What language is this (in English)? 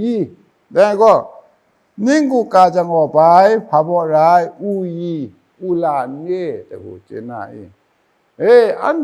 Kachin